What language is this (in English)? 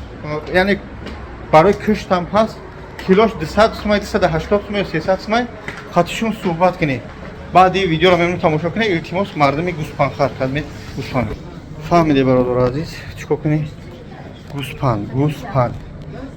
Tajik